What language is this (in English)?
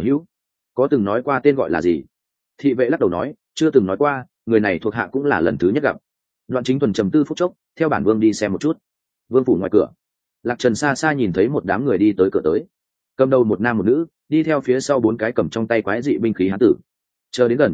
Vietnamese